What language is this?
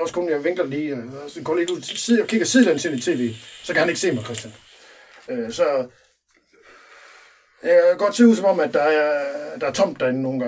Danish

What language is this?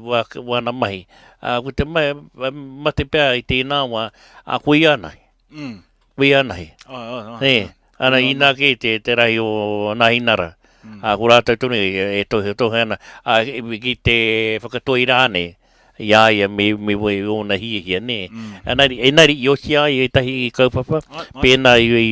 Māori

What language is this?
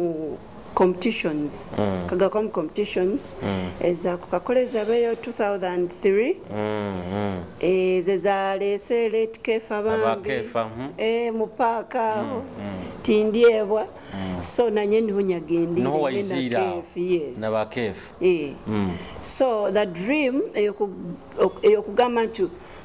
Nyoro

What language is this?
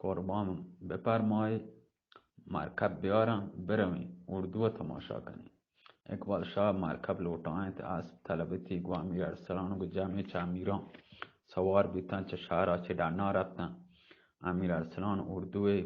Eastern Balochi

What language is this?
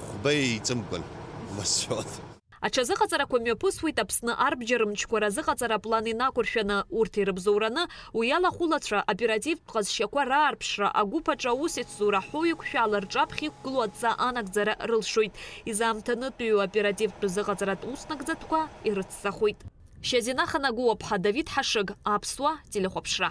Abkhazian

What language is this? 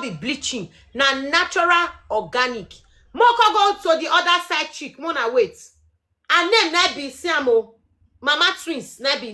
Nigerian Pidgin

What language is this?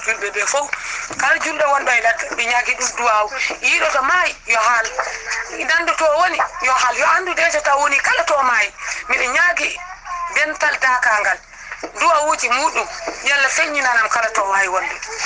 Fula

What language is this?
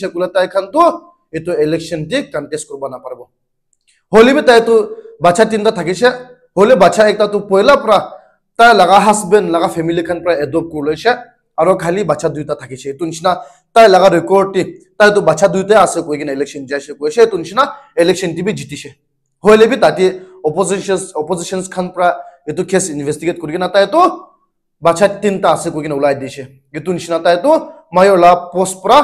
Naga Pidgin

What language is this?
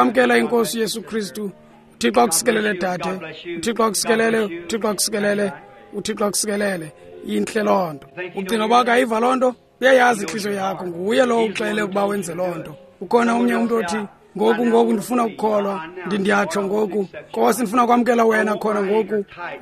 Xhosa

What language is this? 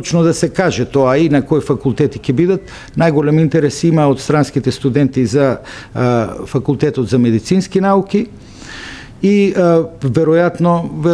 Macedonian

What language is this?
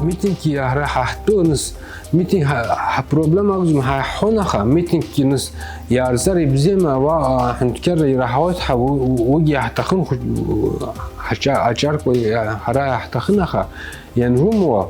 Abkhazian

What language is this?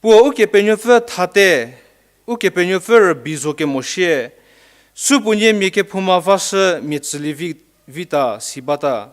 Angami Naga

